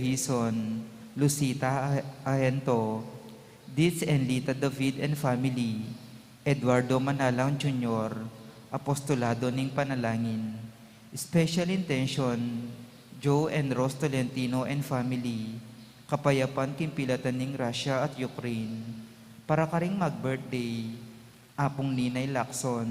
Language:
Pampanga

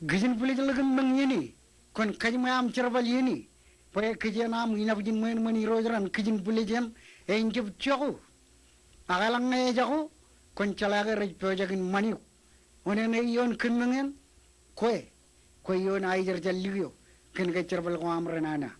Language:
Marshallese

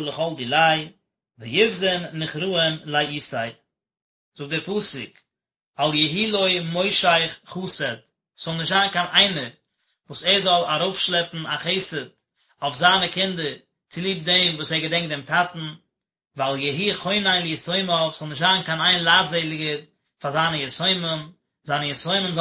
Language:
Yiddish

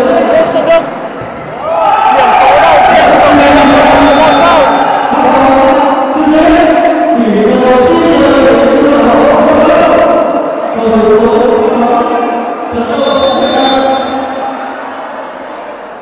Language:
Vietnamese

